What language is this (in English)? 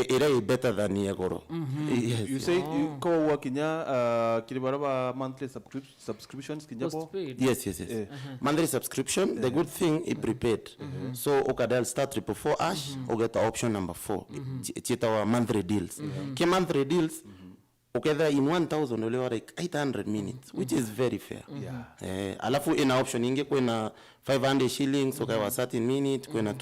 Meru